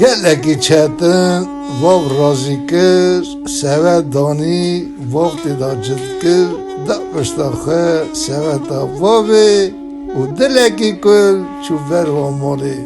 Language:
Kurdish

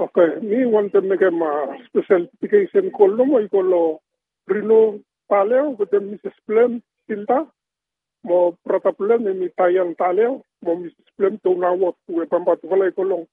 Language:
Bislama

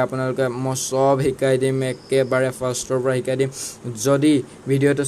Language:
Assamese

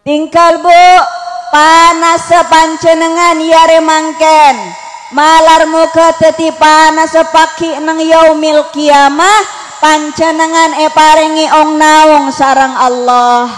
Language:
Madurese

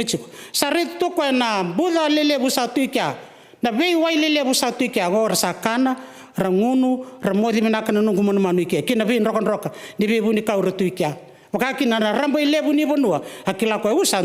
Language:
Fijian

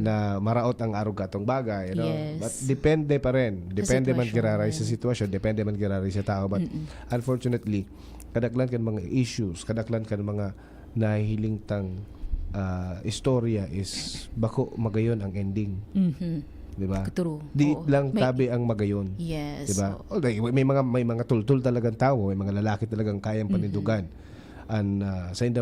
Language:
Bikol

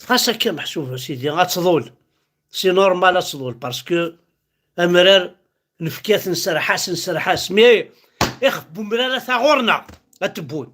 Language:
Kabyle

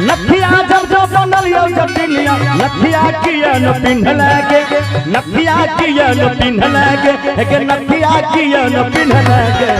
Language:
Maithili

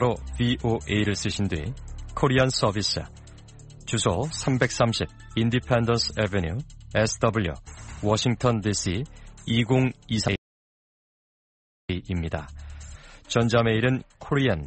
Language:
Korean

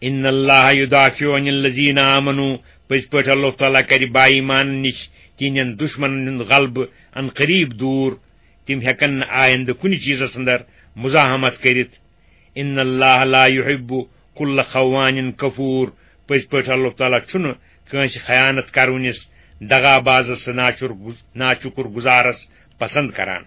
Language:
Kashmiri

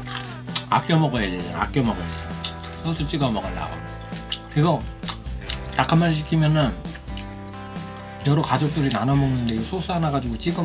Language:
Korean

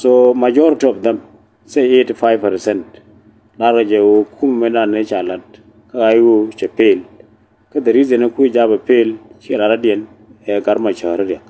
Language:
Nuer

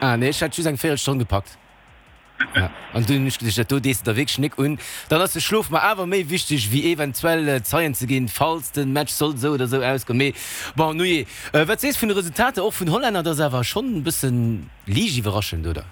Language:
Luxembourgish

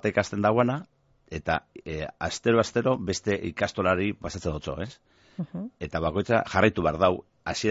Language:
Basque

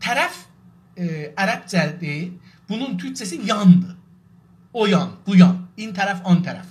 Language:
South Azerbaijani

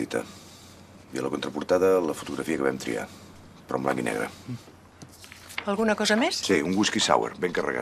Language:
Catalan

